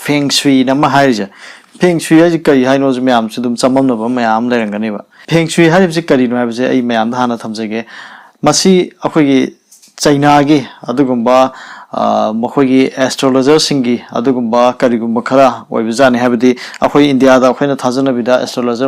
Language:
Manipuri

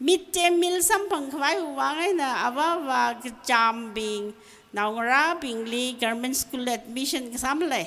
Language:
Tangkhul Naga (India)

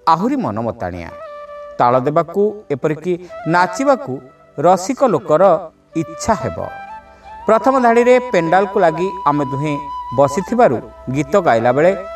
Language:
Odia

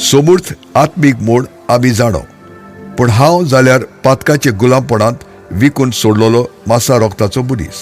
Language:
Konkani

